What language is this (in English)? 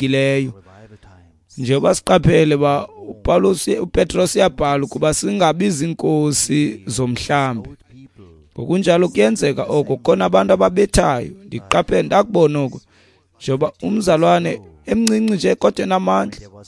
Xhosa